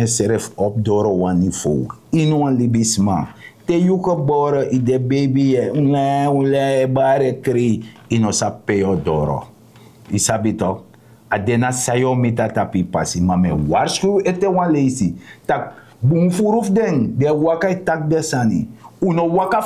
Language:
Sranan Tongo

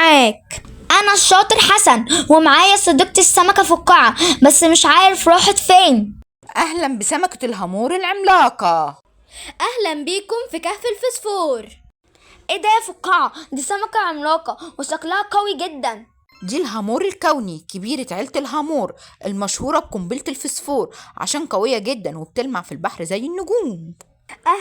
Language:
Egyptian Arabic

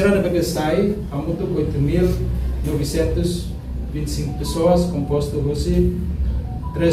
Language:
Tetum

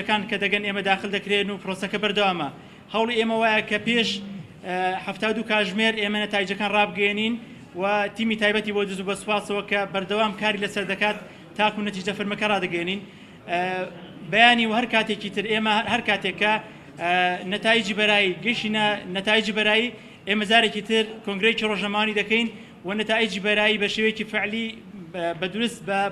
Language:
Central Kurdish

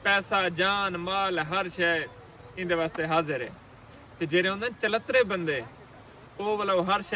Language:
Saraiki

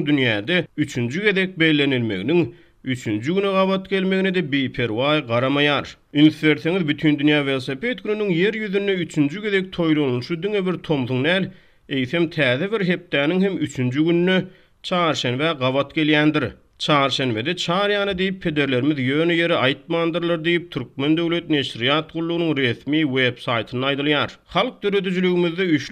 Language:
Turkmen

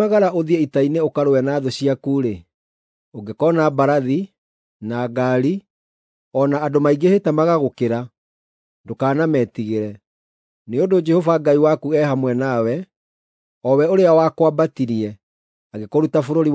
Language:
Kikuyu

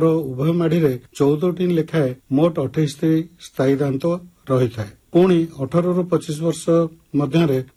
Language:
Odia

